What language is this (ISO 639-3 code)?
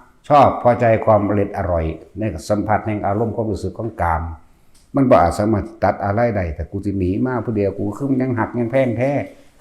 tts